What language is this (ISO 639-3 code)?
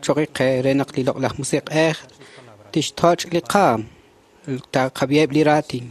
kek